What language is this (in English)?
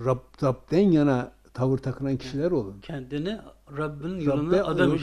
Turkish